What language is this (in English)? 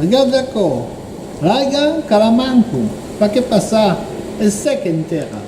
Occitan